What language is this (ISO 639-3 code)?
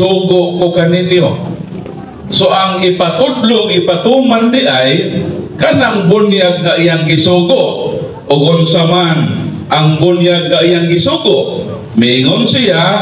ceb